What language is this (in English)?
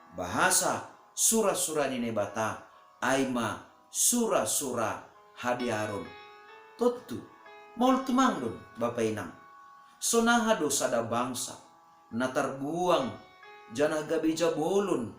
Batak Simalungun